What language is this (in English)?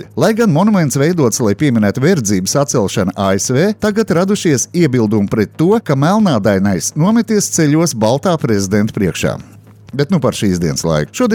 Latvian